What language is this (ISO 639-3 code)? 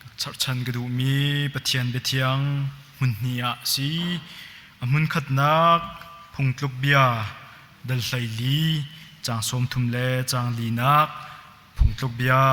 cnh